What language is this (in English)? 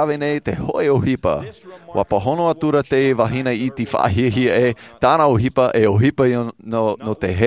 Tahitian